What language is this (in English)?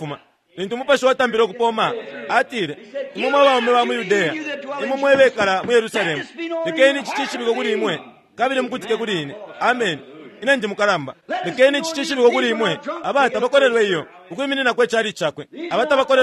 Bemba